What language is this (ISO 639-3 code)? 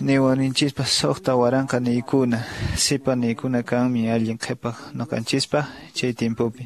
que